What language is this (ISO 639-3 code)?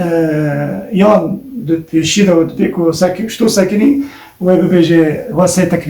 kur